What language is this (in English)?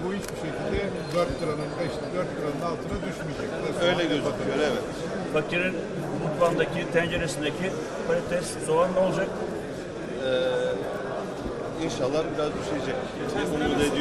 Turkish